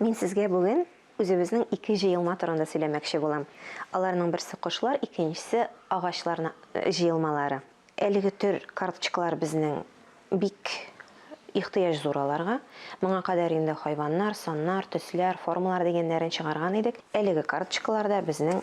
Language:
Tatar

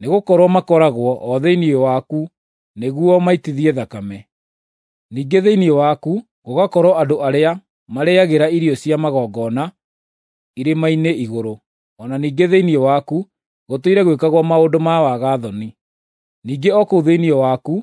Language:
Kikuyu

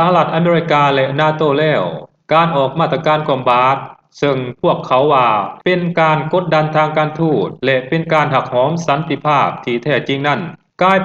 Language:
Lao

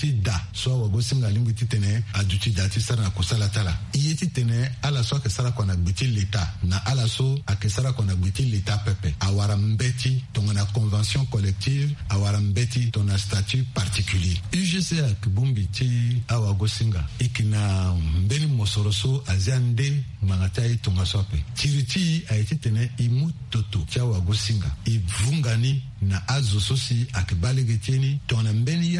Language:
Sango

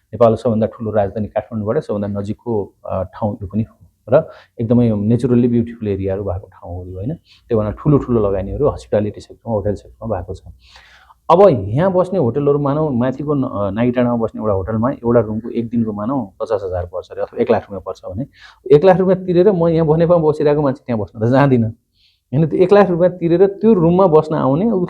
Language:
Nepali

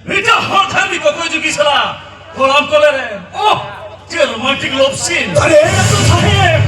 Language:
Santali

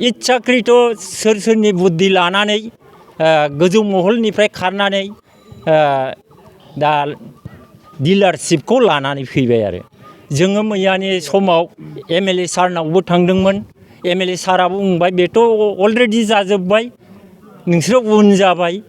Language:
Bodo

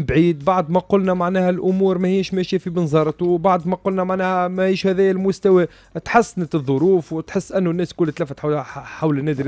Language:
Tunisian Arabic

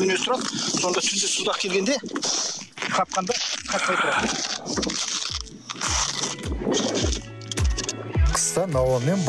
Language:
Kazakh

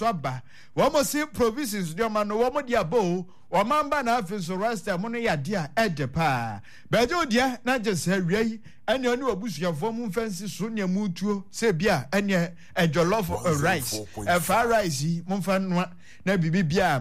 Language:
Akan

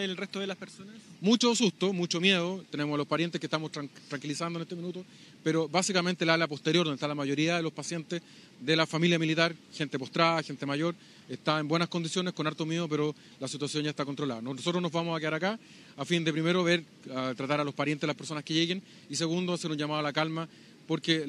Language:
Spanish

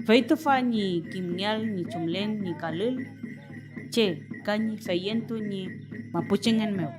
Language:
Mapuche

